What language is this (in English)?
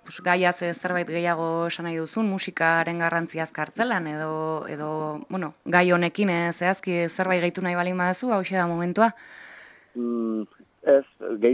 Basque